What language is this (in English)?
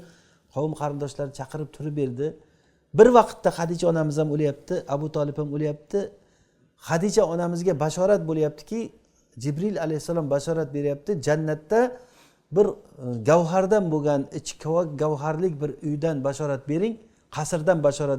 Uzbek